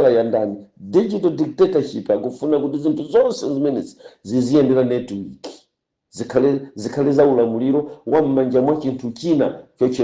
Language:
Nyanja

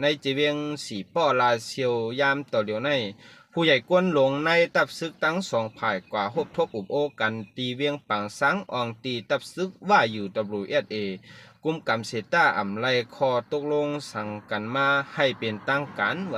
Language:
Shan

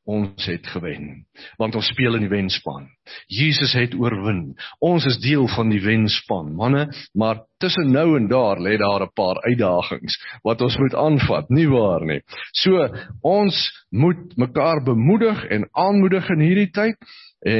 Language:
Afrikaans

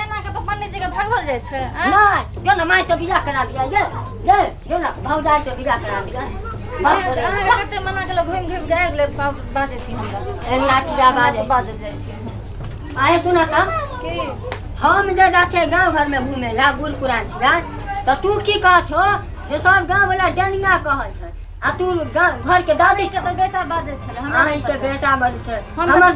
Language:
Maithili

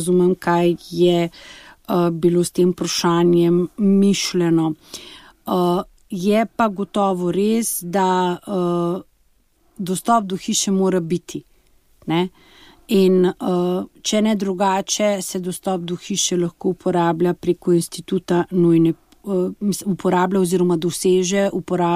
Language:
Slovenian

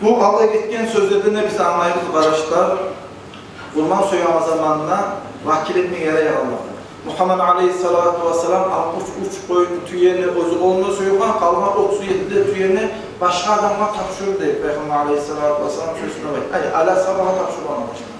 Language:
Kumyk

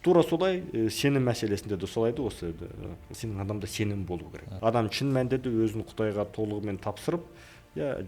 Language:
Kazakh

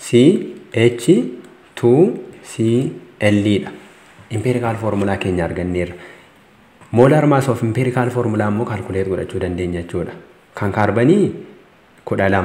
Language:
Oromo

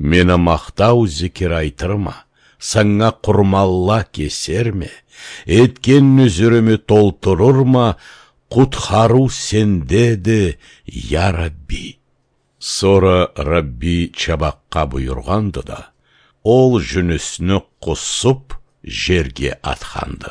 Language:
Karachay-Balkar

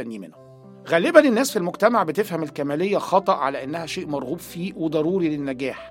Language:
Egyptian Arabic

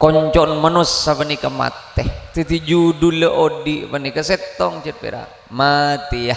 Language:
Madurese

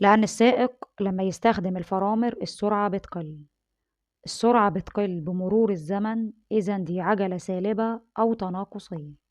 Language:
Egyptian Arabic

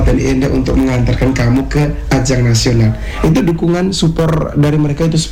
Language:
Indonesian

